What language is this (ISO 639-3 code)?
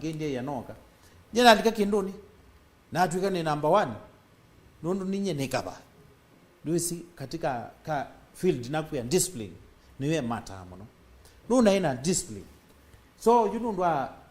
kam